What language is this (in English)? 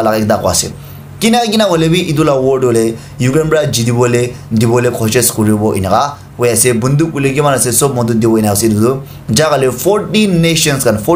Naga Pidgin